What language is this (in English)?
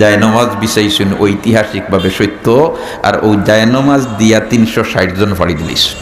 Sylheti